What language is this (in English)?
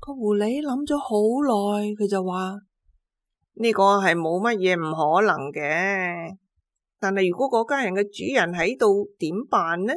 Cantonese